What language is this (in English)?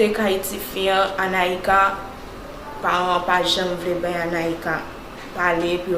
Haitian Creole